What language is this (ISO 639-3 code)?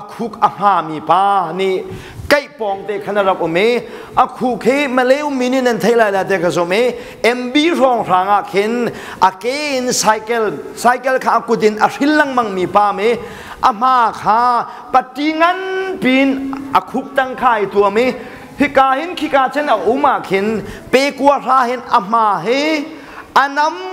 cnh